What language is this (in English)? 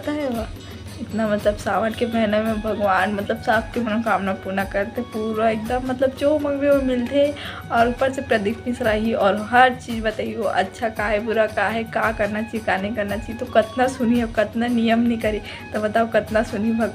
Chhattisgarhi